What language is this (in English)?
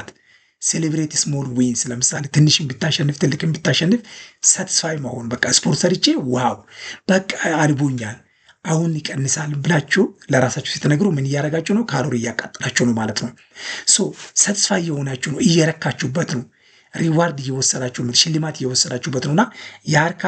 Amharic